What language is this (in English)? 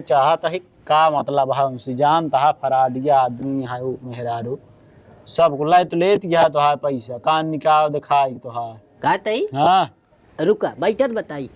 Awadhi